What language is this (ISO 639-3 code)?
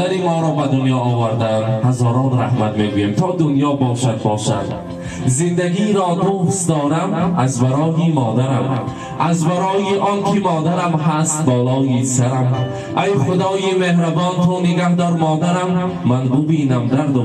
tgk